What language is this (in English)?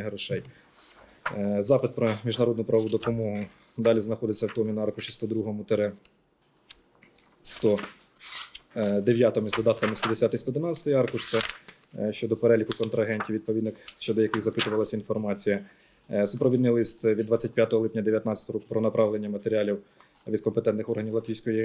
Ukrainian